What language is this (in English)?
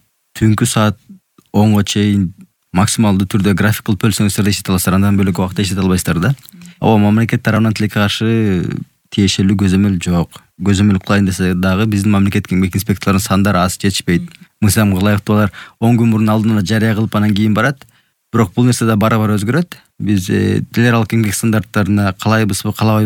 Kyrgyz